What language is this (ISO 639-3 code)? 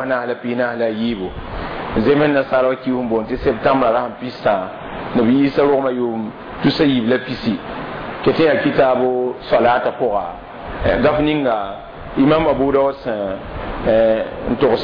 mos